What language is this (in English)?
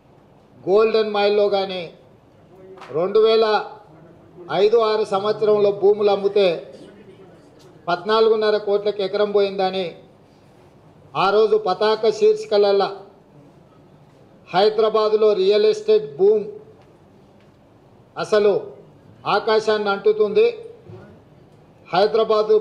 Telugu